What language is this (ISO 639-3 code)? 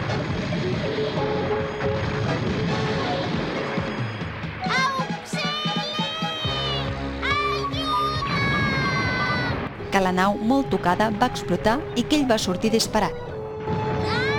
cat